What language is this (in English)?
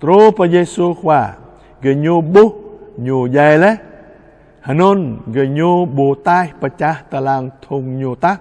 Jarai